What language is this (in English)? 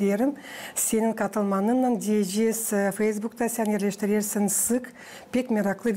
Gagauz